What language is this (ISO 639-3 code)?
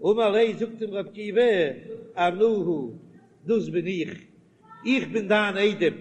yid